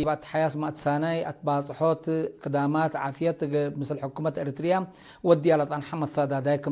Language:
Tigre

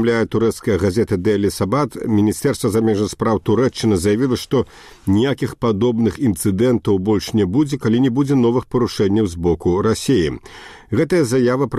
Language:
Belarusian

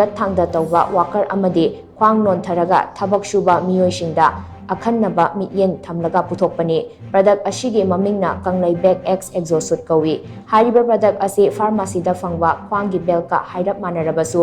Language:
Manipuri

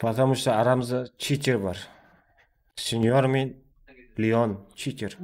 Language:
Kara-Kalpak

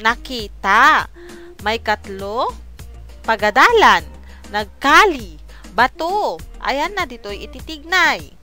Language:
Iloko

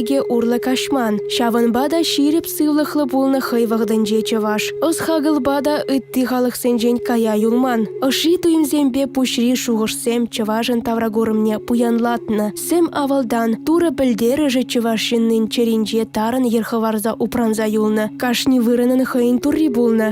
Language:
Chuvash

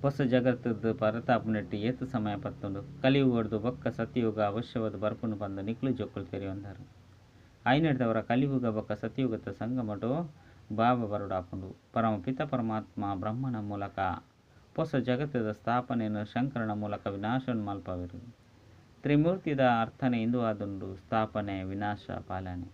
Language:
Tulu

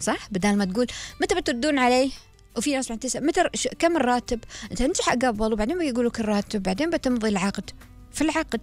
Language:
Gulf Arabic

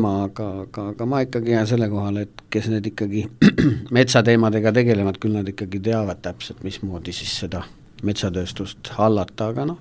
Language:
Estonian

